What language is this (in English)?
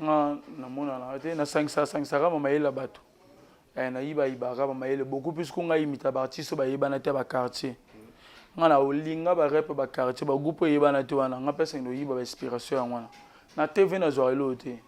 Lingala